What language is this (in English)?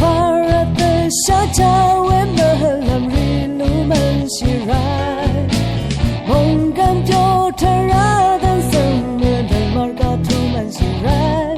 Rawang